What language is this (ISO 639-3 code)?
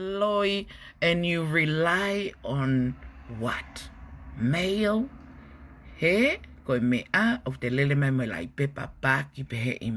ton